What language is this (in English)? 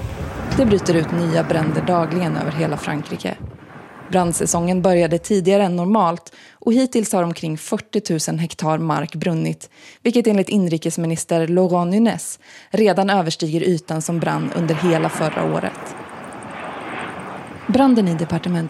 Swedish